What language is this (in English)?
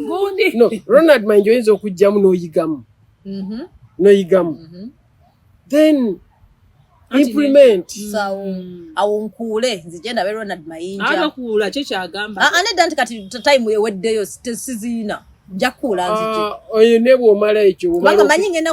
Ganda